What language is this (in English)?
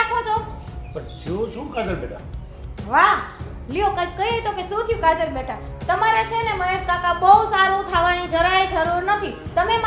Gujarati